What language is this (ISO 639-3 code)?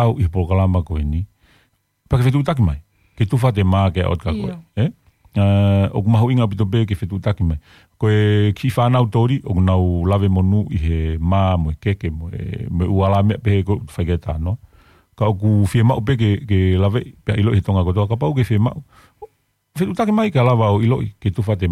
ton